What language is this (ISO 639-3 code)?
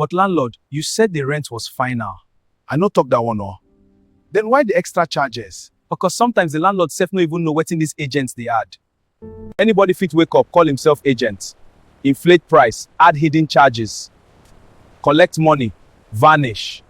pcm